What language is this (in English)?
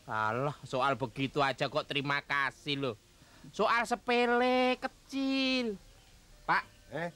Betawi